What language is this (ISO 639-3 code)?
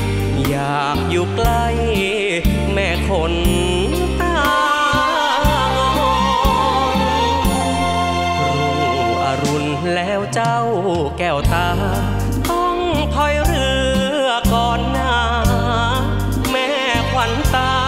tha